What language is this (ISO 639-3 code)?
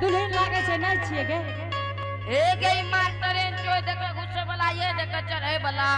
anp